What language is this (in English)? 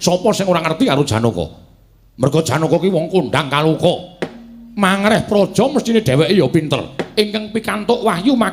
Javanese